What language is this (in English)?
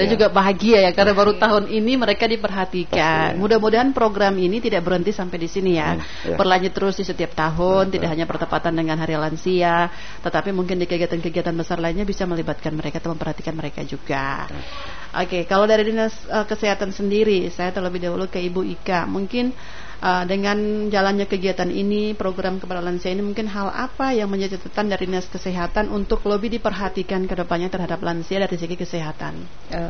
Indonesian